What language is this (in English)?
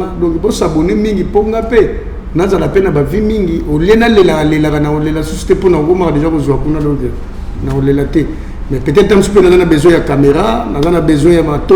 Lingala